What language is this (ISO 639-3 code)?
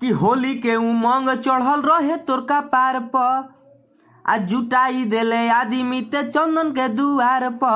bho